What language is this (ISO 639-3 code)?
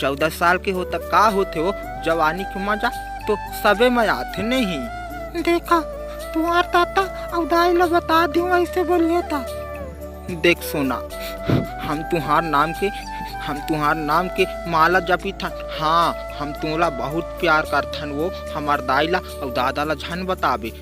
hne